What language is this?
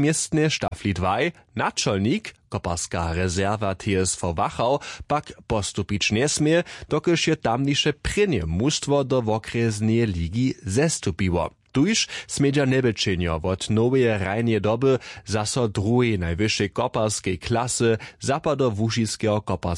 Upper Sorbian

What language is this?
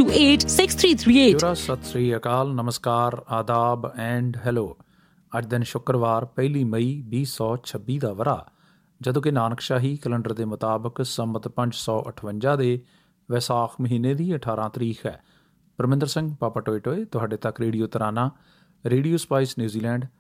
Punjabi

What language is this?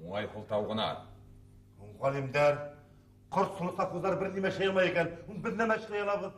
Bashkir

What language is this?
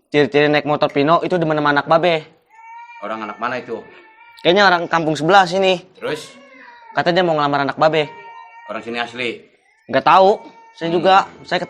Betawi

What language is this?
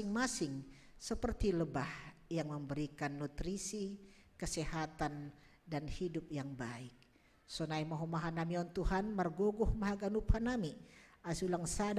Batak Simalungun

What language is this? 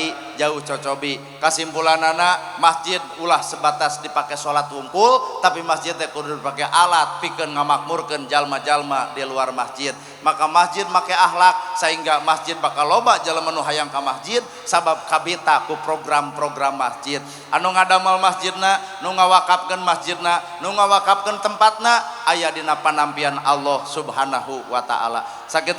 Sundanese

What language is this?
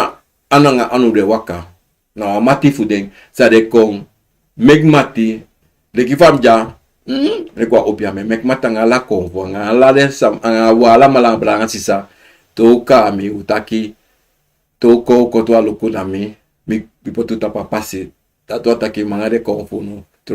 Sranan Tongo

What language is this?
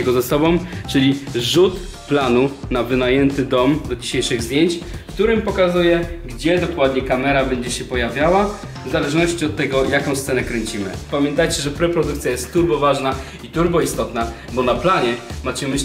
Polish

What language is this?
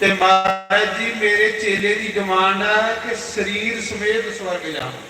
Dogri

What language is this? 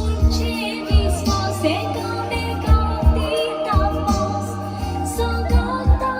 Konkani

